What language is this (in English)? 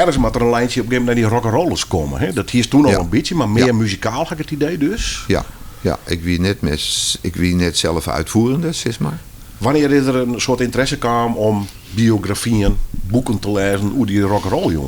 Western Frisian